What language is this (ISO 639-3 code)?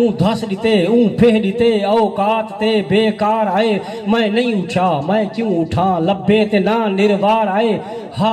skr